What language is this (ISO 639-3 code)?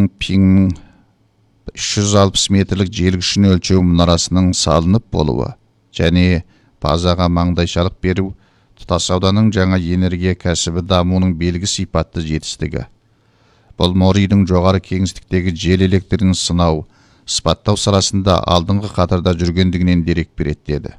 kaz